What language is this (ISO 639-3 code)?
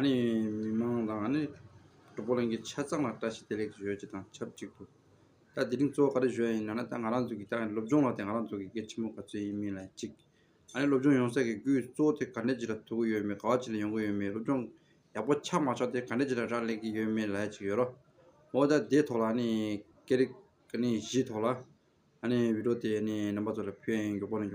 bod